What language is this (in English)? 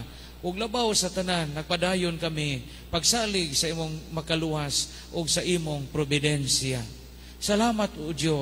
Cebuano